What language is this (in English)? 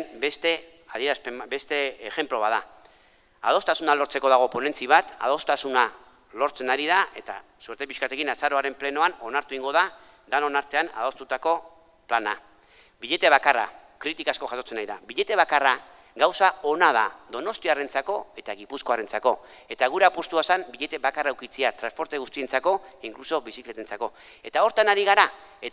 Basque